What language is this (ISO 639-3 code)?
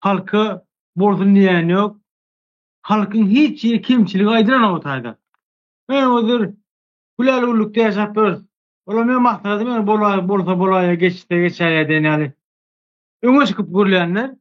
tuk